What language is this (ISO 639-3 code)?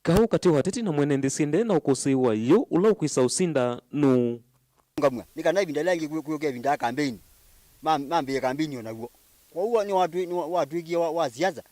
kam